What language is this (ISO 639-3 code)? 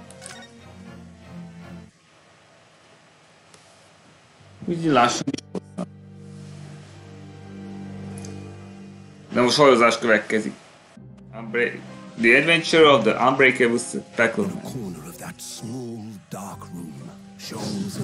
hun